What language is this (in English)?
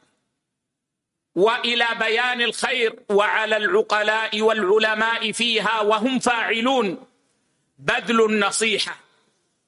Arabic